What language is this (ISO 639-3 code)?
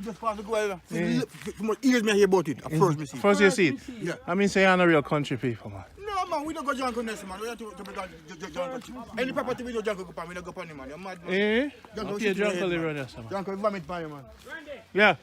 jam